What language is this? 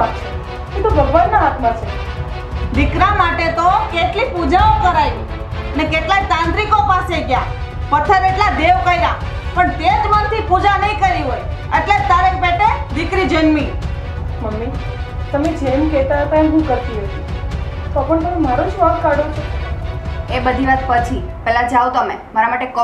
Gujarati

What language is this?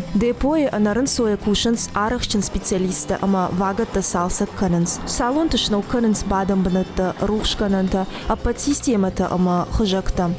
Ossetic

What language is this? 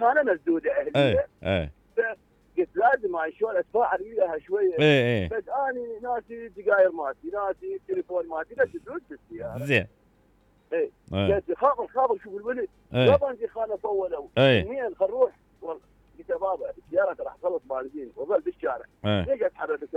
Mesopotamian Arabic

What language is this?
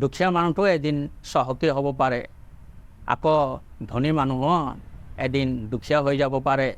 Assamese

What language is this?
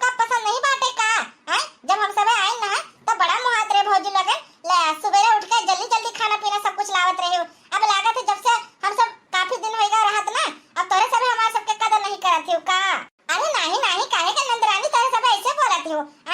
Awadhi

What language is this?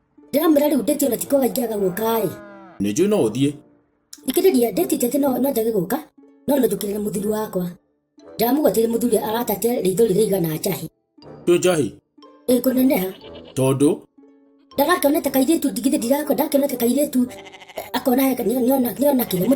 Kikuyu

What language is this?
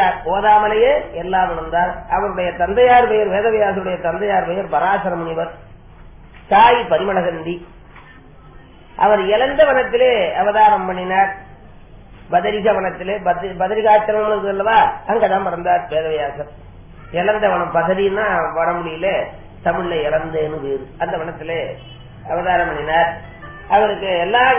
Tamil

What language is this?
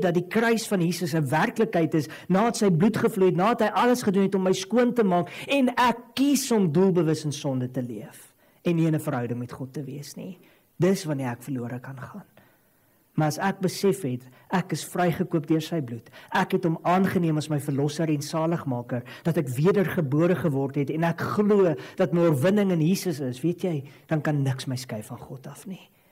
Afrikaans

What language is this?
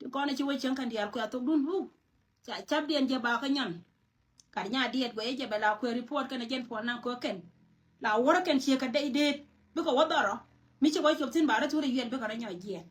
Nuer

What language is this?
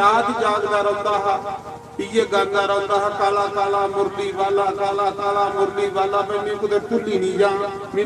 Dogri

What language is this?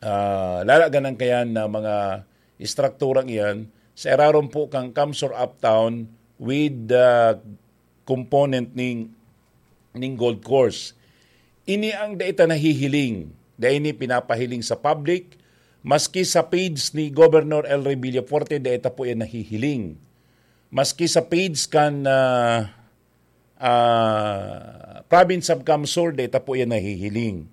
Bikol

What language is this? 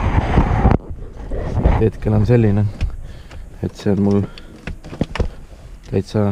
Estonian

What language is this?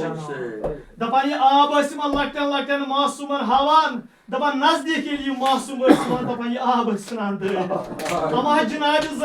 Kashmiri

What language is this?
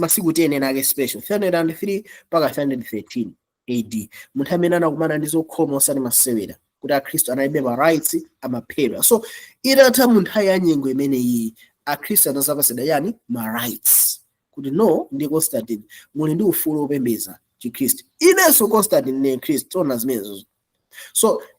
Nyanja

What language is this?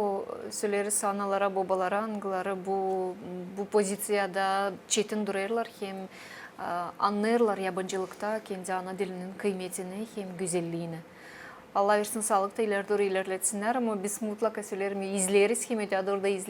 Gagauz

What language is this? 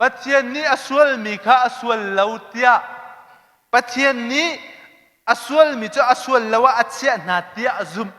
Hakha Chin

